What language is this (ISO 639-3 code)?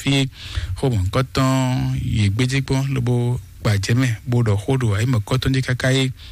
fon